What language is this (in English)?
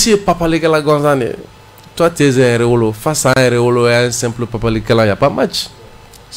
Bambara